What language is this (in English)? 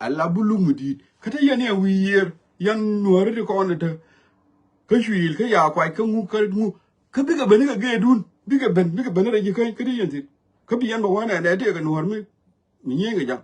Nuer